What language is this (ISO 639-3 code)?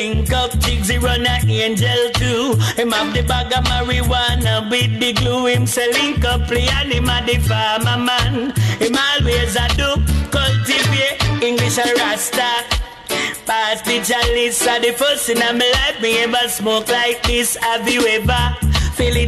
jam